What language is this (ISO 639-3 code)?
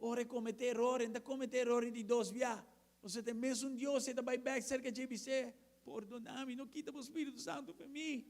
pap